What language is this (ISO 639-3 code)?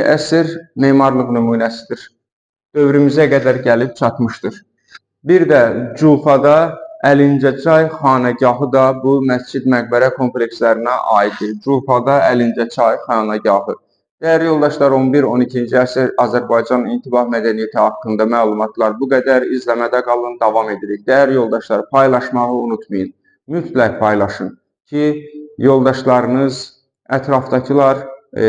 aze